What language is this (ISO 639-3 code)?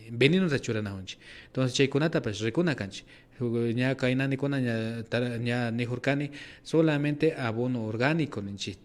qvi